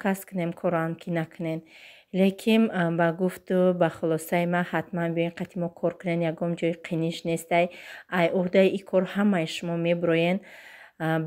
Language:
Tajik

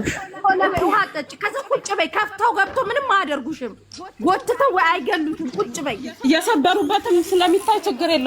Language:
Amharic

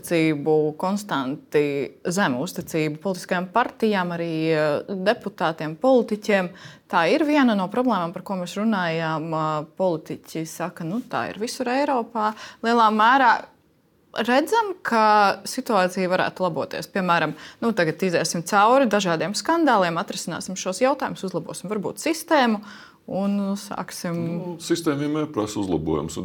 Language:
Latvian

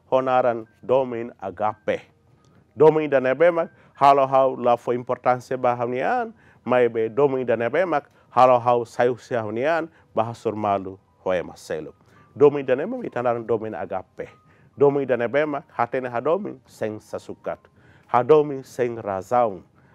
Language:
Tetum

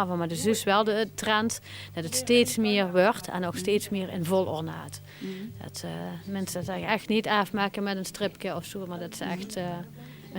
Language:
Limburgish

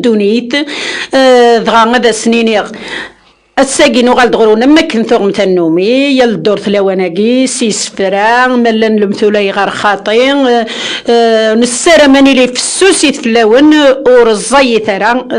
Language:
Kabyle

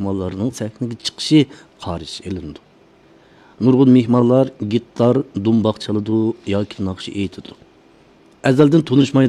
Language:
Uyghur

